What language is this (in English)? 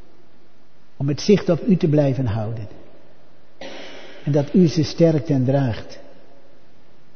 Dutch